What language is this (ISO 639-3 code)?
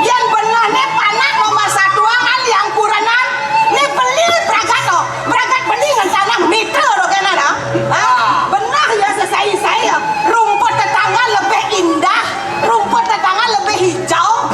ban